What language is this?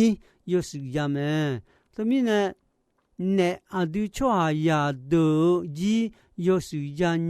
Akha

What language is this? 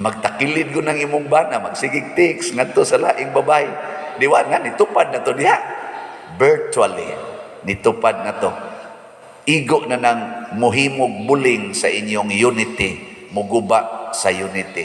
Cebuano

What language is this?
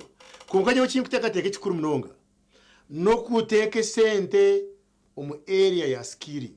Nyankole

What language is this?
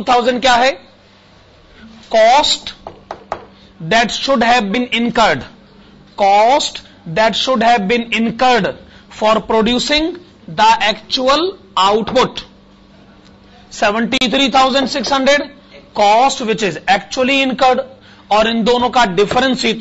Hindi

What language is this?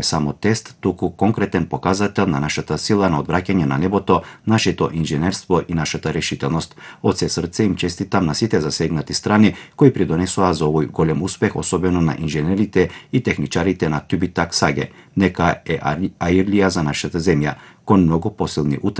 Macedonian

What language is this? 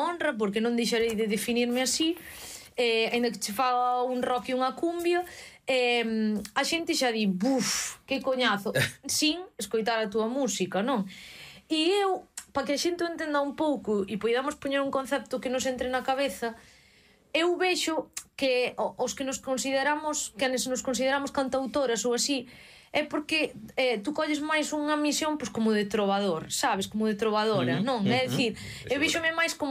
Galician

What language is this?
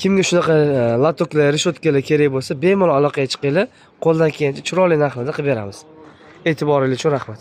Uzbek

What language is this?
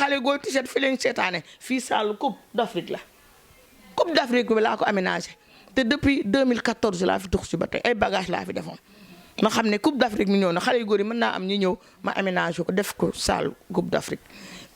Wolof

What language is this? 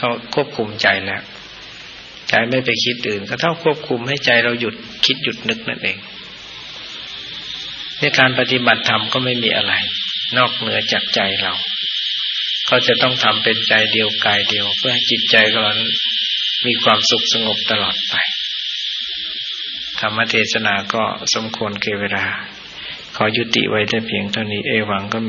Thai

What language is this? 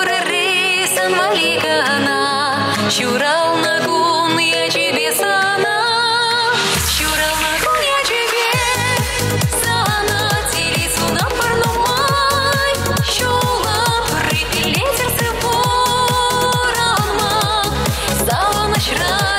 Chuvash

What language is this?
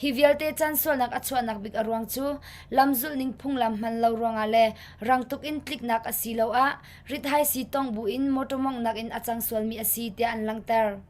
Hakha Chin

